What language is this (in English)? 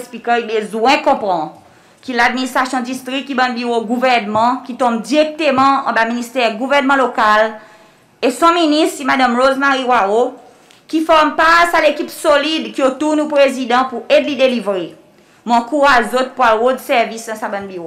Seselwa Creole French